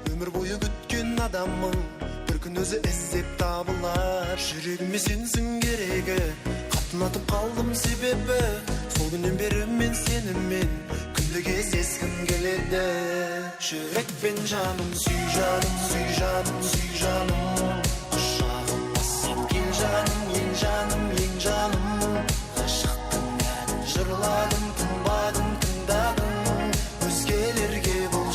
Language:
Kara-Kalpak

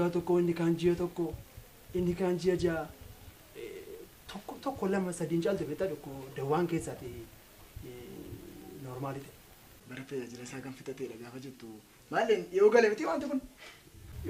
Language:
Oromo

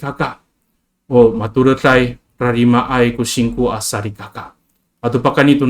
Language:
Amis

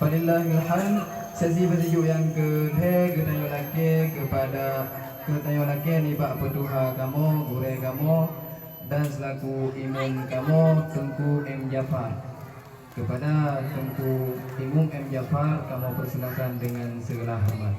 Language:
Achinese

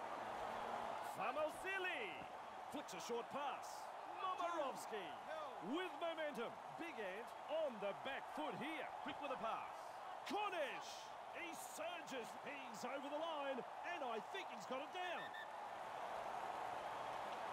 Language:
English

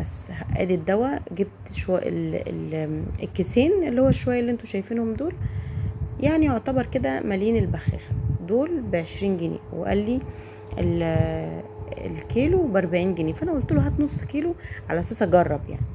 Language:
Egyptian Arabic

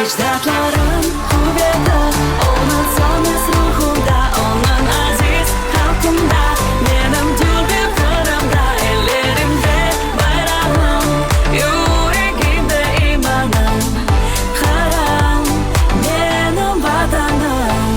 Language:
Crimean Tatar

